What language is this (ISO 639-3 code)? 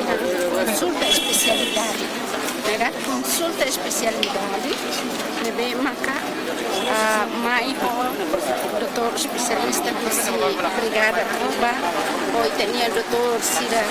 tet